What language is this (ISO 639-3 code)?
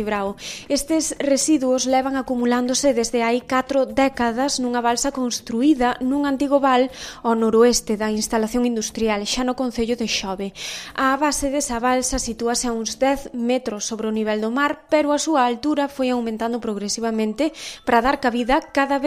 glg